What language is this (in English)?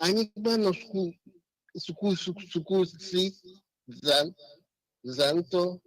Ewe